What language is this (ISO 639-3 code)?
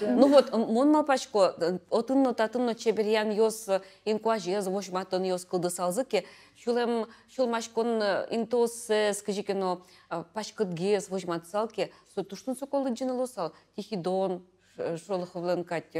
udm